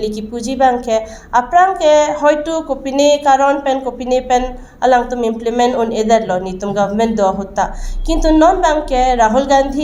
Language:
Karbi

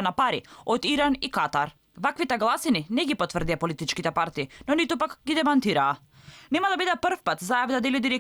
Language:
Macedonian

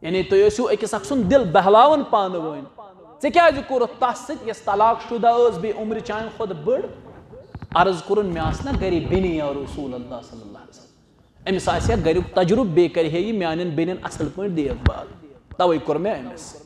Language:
Kashmiri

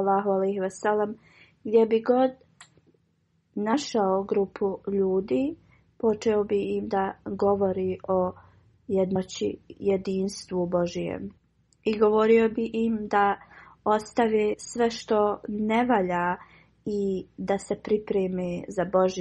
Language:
Bosnian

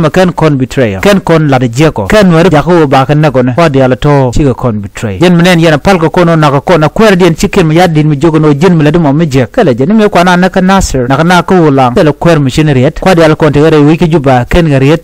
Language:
Nuer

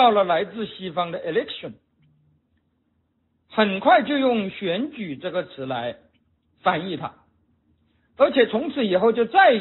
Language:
Chinese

